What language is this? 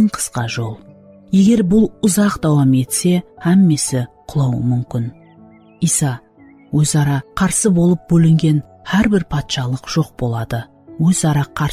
Kara-Kalpak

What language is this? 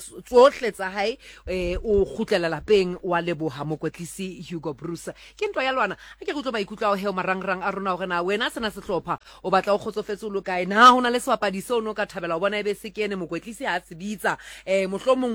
Southern Sotho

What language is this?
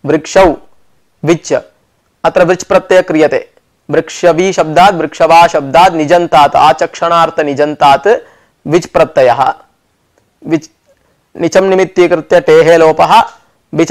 Sanskrit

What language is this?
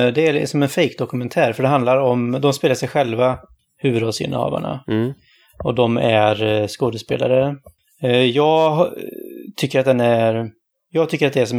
Swedish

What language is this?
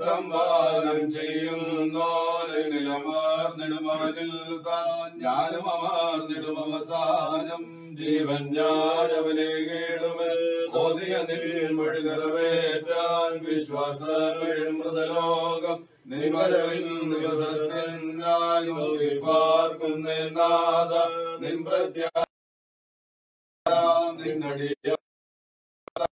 Malayalam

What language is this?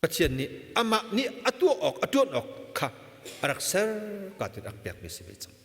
Hakha Chin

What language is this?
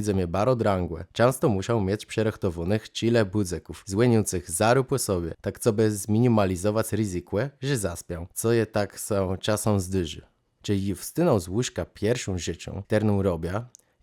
Kashubian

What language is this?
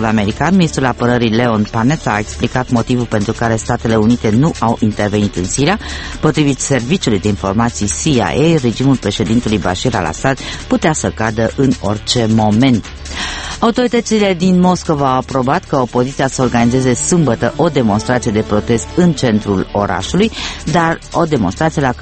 Romanian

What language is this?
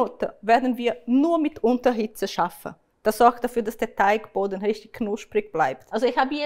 Swiss German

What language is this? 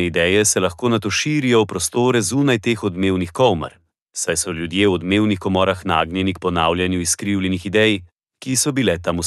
Slovenian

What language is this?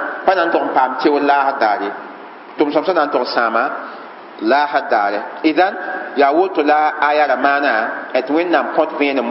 Mossi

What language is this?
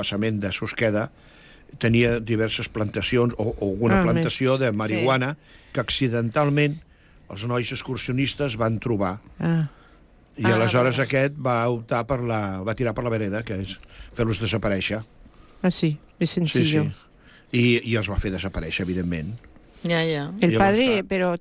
Catalan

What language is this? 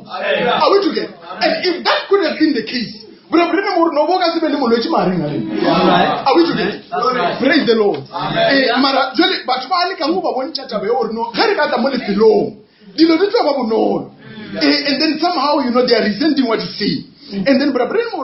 Northern Sotho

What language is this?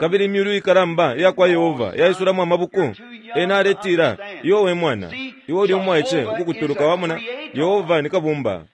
Bemba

